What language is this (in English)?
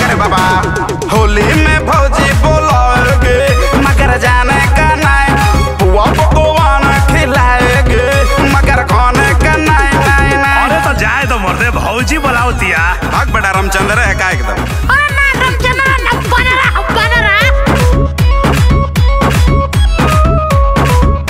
Bhojpuri